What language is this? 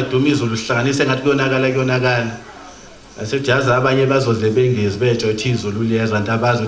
Zulu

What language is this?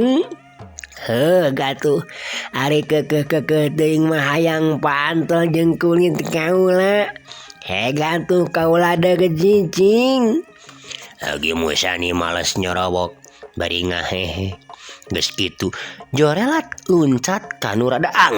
Sundanese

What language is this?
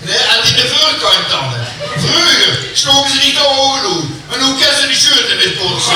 Limburgish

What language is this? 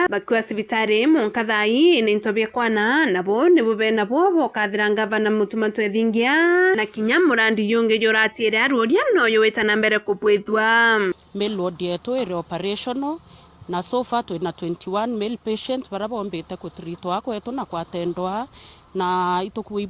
Meru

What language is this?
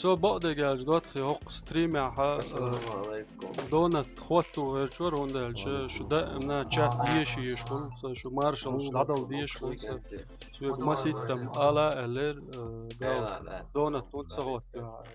Chechen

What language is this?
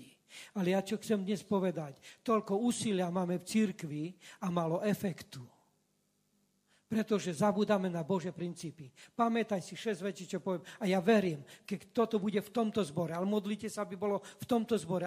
Slovak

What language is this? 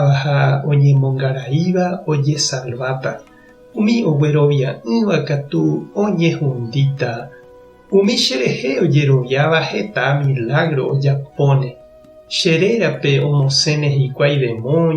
Guarani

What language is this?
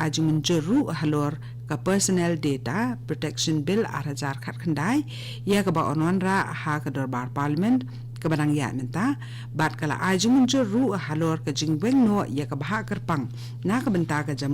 Khasi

